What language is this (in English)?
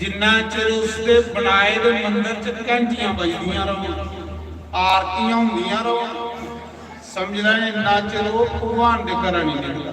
Dogri